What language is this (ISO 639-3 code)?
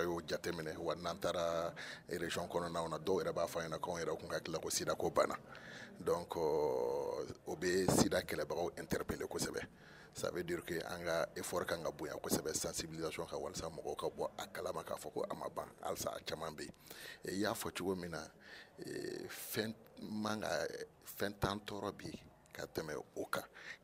bam